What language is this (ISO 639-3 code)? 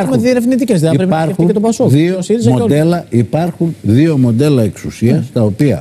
ell